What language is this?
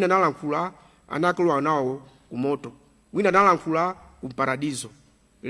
Nyanja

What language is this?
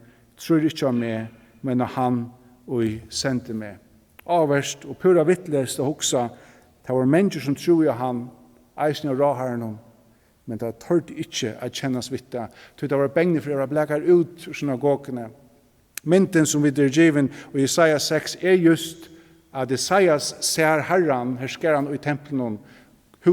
Faroese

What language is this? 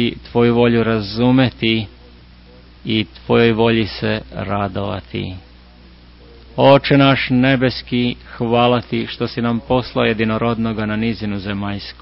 Serbian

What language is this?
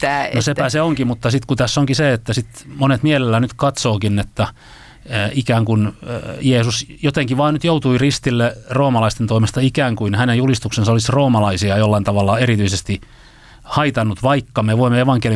Finnish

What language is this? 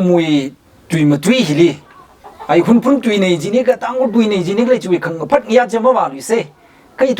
Tangkhul Naga (India)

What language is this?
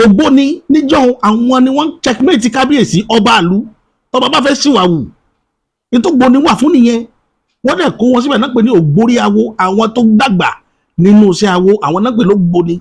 Yoruba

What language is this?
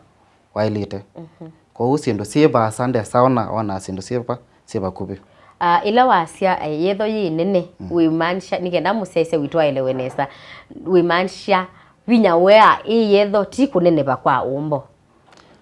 Kamba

